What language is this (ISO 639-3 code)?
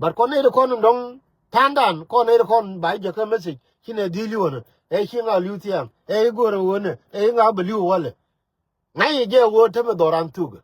nus